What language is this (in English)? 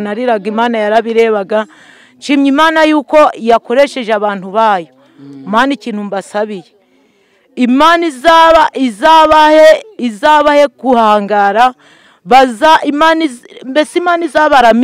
Kinyarwanda